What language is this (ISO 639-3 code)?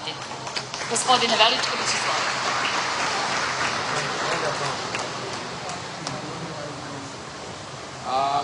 srp